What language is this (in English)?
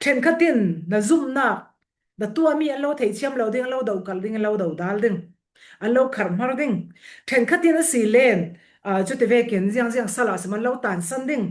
Falam Chin